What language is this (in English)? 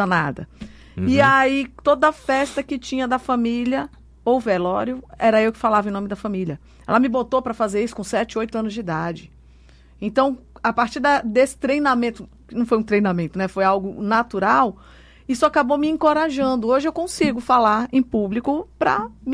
Portuguese